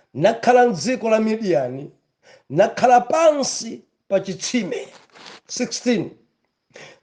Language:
Nyanja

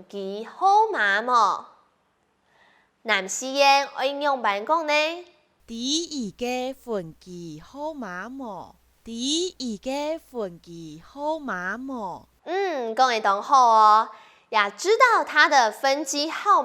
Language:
Hakka Chinese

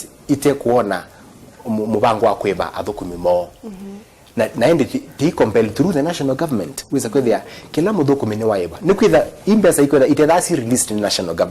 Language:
Kamba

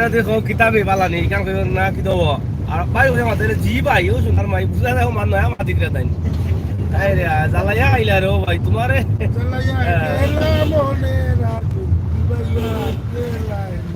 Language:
Sylheti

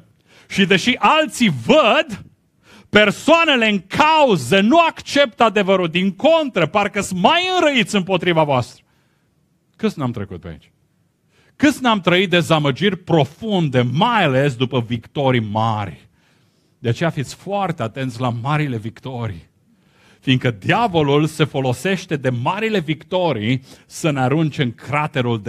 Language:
Romanian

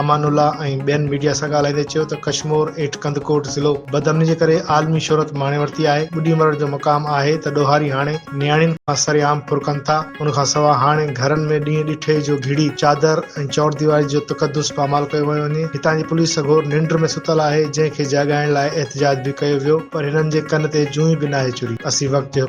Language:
Sindhi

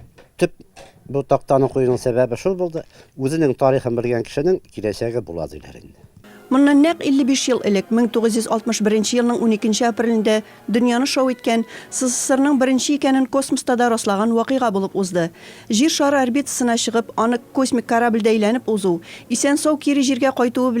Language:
Tatar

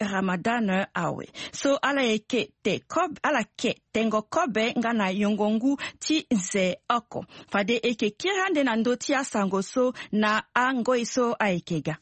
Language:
Sango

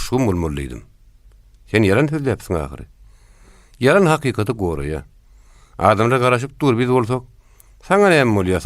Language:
Turkmen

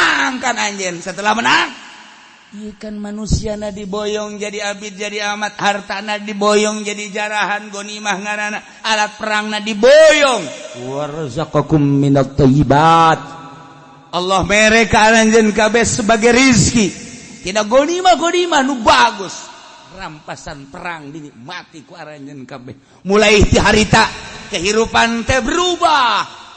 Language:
Sundanese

